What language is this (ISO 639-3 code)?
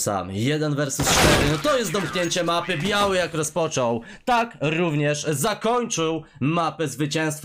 pol